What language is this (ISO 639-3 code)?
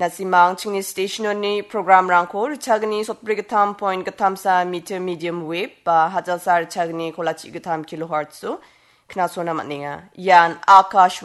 grt